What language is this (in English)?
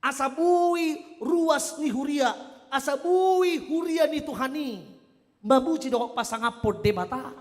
Batak Toba